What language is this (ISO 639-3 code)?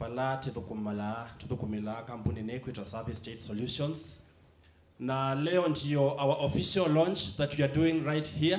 kam